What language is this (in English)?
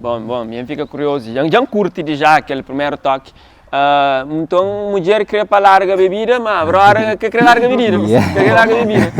Kabuverdianu